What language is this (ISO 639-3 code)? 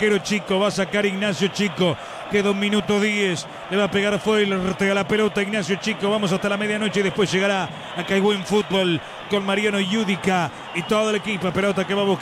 spa